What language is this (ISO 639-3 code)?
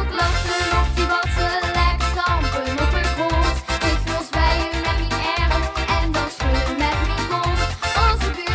lim